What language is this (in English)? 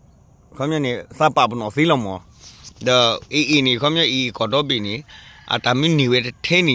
S'gaw Karen